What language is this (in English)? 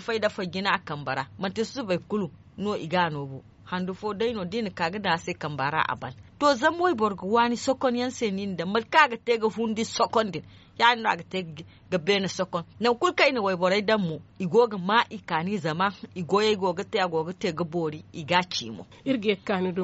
Zarma